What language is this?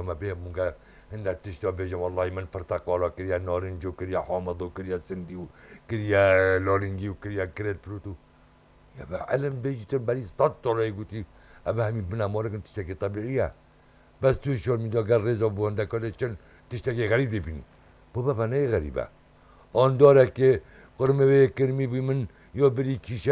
Kurdish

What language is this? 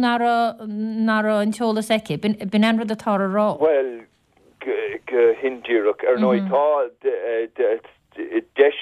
Irish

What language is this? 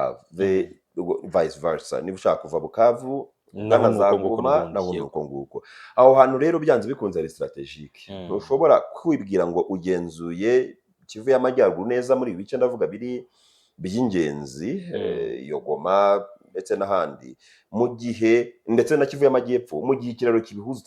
Kinyarwanda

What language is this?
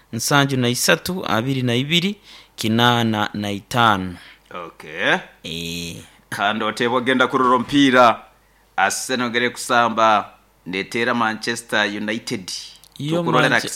Nyoro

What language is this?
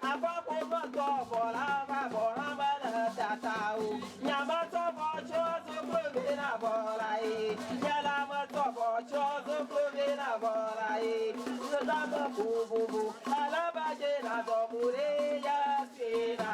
Ewe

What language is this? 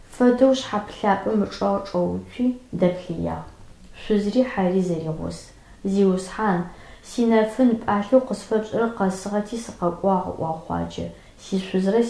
Adyghe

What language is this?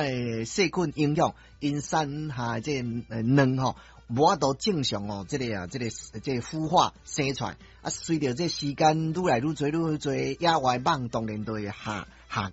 Min Nan Chinese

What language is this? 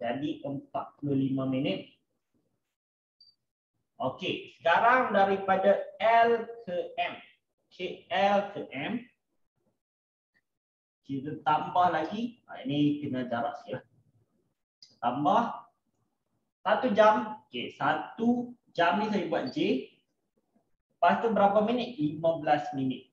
Malay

